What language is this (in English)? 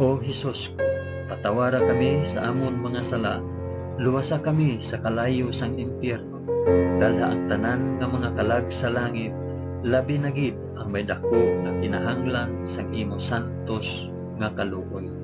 Hiligaynon